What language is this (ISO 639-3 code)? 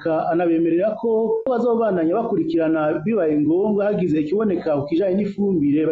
run